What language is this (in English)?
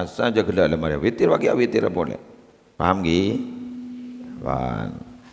Madurese